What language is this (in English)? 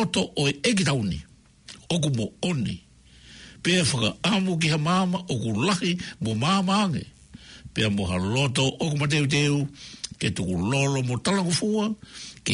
Tongan